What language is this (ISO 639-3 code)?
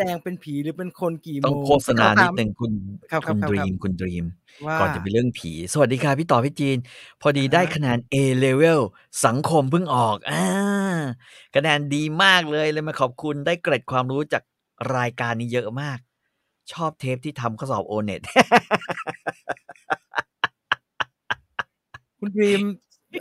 tha